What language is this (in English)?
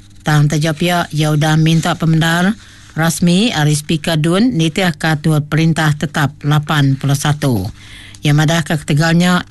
Iban